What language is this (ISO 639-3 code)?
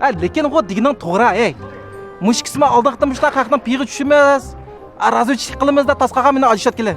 uig